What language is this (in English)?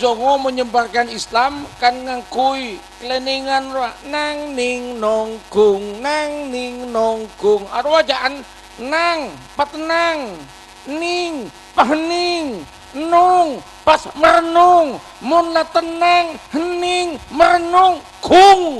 Madurese